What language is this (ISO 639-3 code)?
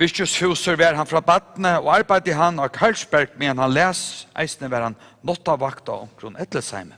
fao